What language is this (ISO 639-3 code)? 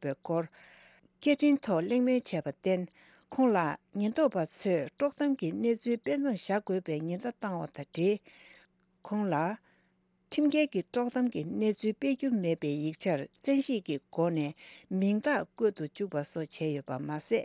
bod